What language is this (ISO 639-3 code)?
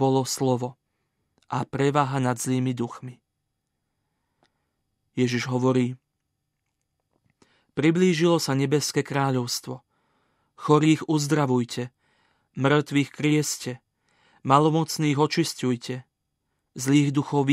slk